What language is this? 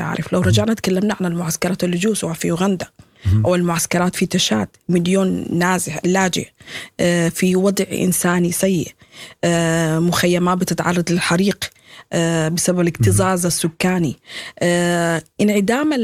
Sudanese Arabic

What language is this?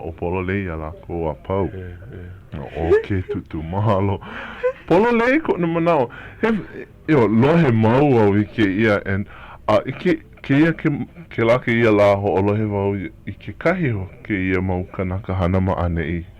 Hawaiian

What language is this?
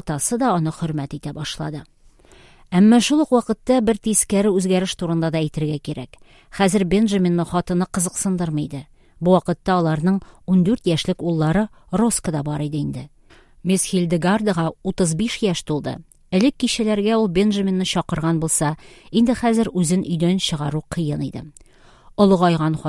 Tatar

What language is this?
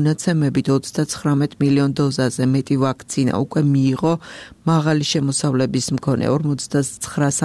Georgian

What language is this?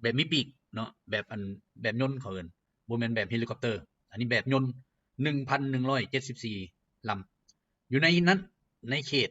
Lao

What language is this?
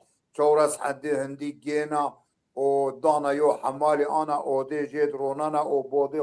Zaza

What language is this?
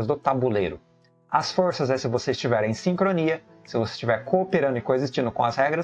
Portuguese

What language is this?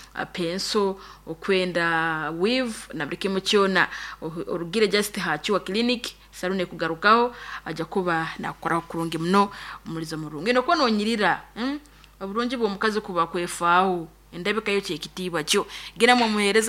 Nyankole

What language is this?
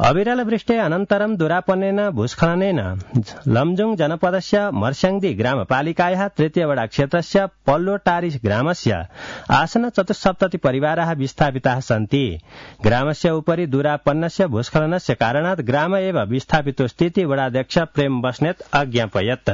Sanskrit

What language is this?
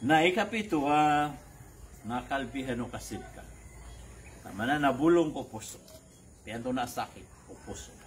Maranao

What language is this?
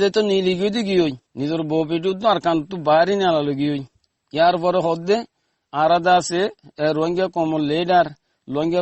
Rohingya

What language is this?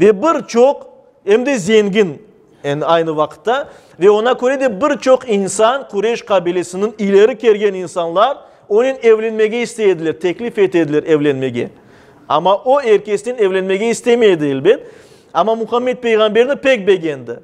Crimean Tatar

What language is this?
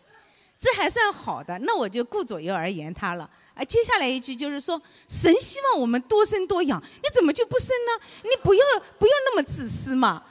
Chinese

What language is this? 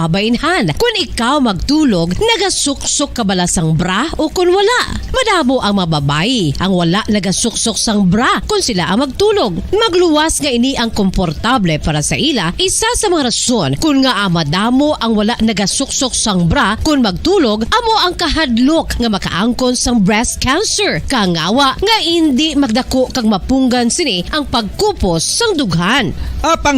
Hiligaynon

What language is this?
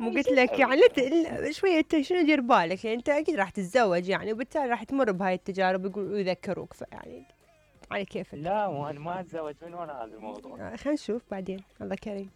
Mesopotamian Arabic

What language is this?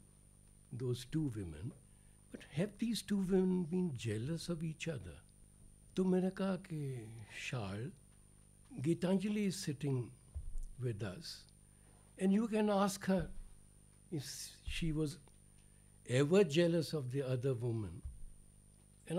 Hindi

